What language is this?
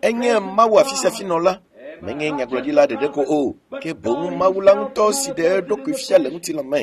Ewe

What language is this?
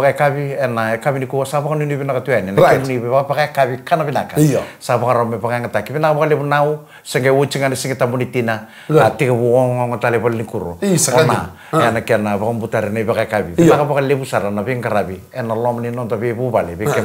Fijian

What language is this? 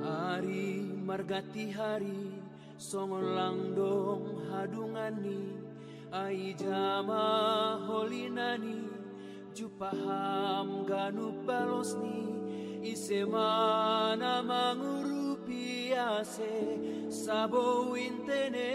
Batak Simalungun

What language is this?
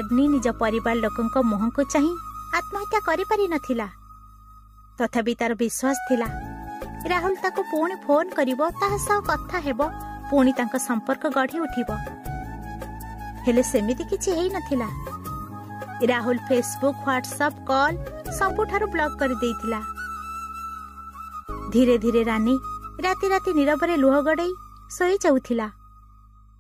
Odia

